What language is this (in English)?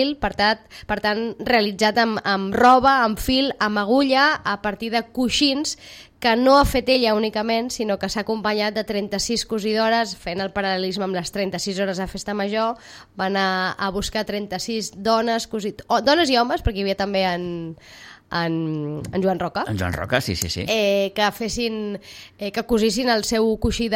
Catalan